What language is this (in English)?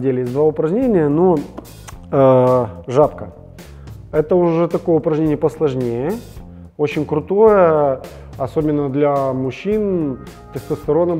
Russian